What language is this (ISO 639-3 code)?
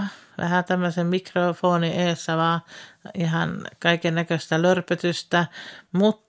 fin